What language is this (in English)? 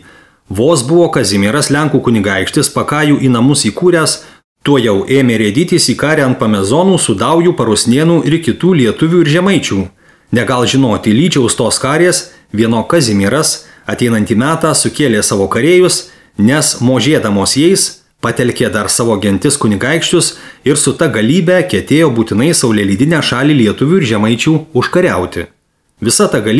Lithuanian